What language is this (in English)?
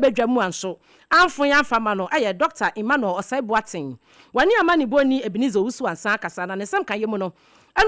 Akan